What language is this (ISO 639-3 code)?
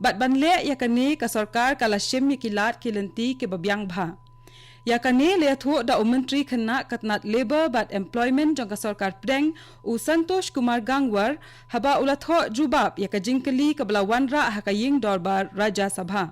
kha